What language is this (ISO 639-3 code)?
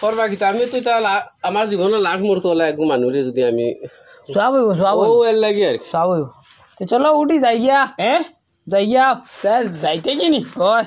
syl